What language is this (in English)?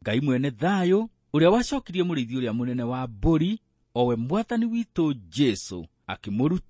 Kikuyu